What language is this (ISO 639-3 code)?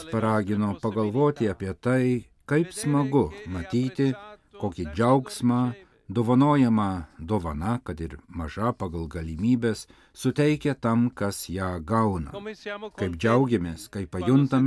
lit